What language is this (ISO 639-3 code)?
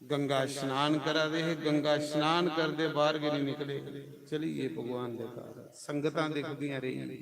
doi